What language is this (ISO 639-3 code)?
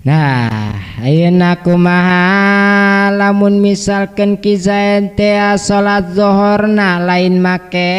sun